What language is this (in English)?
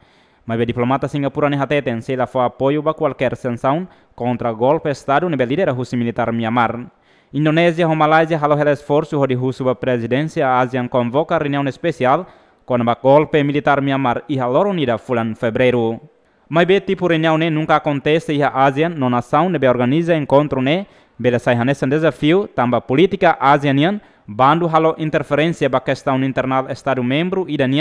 Tetum